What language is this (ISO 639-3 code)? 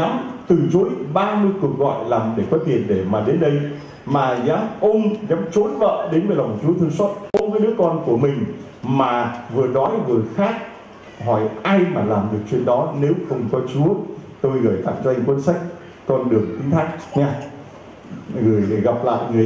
vie